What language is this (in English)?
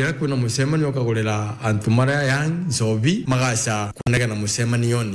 Meru